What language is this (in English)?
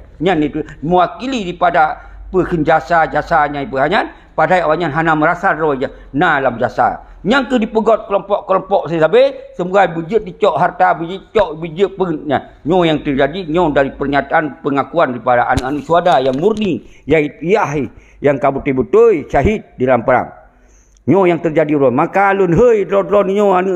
Achinese